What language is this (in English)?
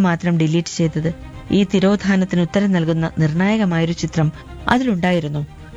Malayalam